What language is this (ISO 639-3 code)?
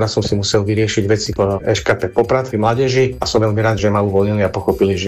slk